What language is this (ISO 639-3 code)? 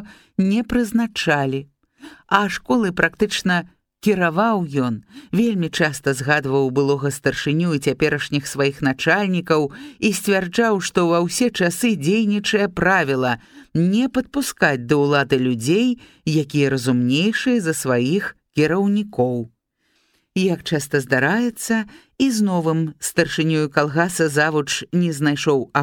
bel